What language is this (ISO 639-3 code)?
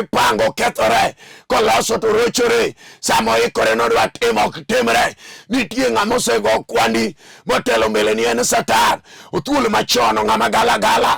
luo